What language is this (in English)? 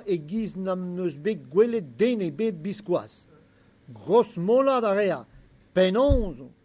Breton